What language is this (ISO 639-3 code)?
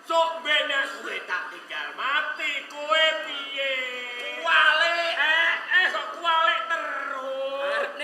jav